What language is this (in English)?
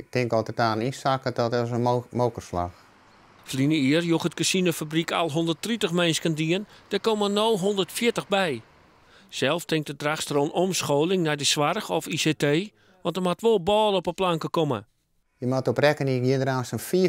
Western Frisian